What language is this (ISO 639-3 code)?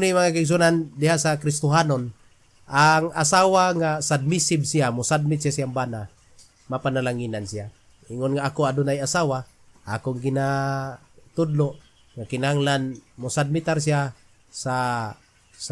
ceb